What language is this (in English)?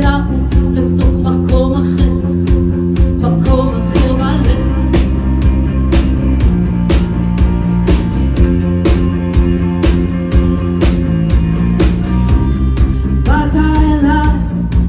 Hebrew